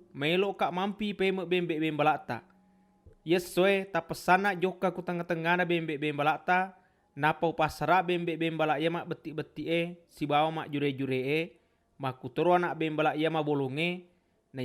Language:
Buginese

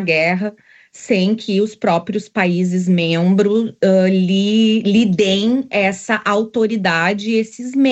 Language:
Portuguese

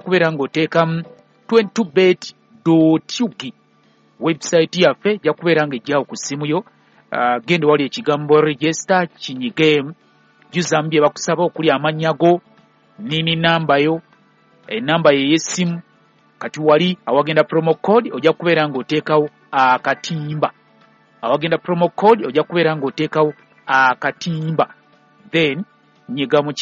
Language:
Ganda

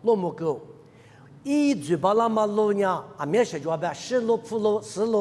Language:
Lisu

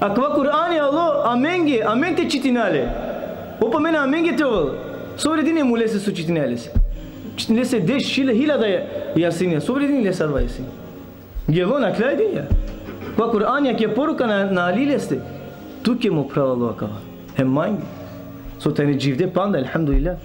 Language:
Balkan Romani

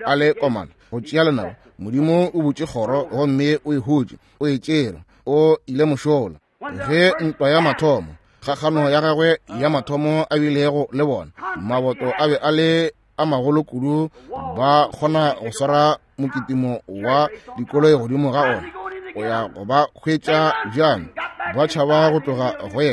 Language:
Northern Sotho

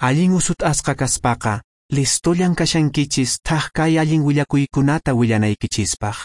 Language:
Quechua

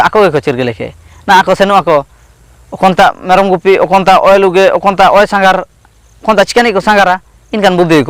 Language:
Ho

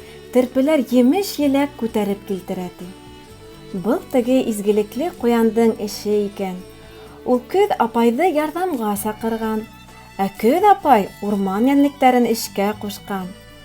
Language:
Bashkir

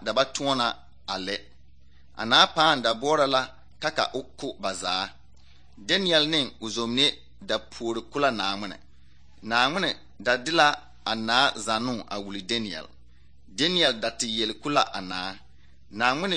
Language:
Southern Dagaare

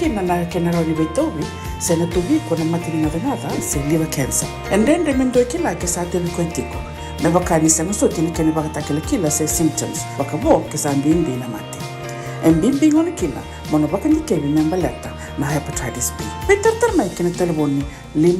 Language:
Fijian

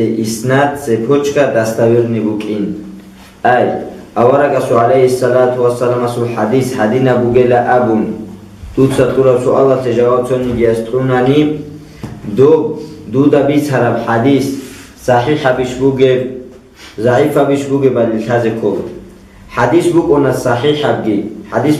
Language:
Avaric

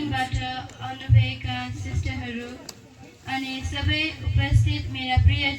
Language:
Nepali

